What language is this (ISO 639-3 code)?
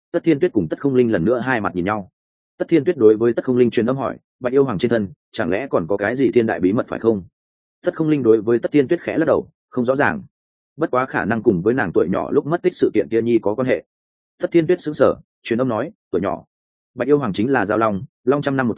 vie